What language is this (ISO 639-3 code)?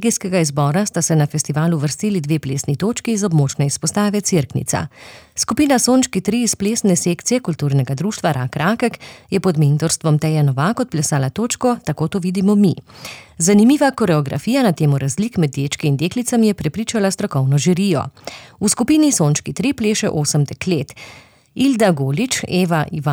slv